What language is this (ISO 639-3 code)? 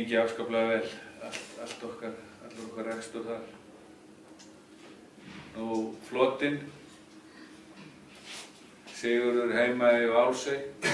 isl